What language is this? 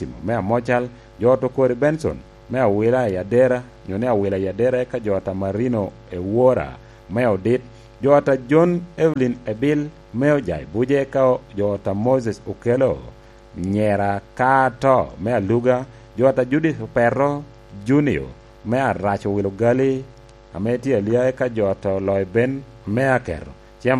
Lango (Uganda)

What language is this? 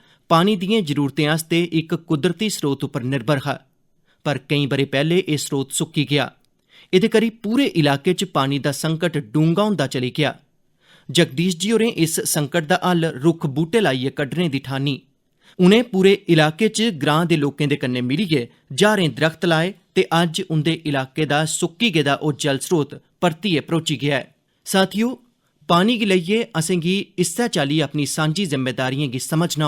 Dogri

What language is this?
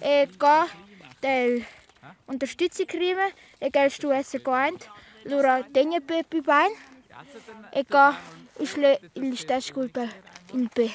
Romansh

